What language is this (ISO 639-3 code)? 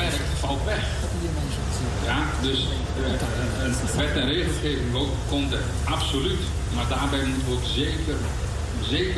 nld